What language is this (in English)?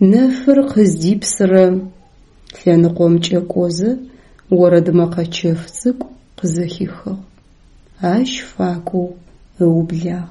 Adyghe